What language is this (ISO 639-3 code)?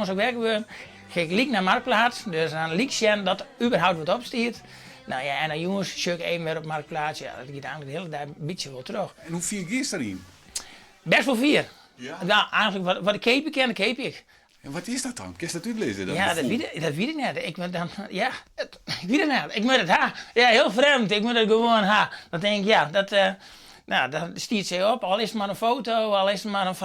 fry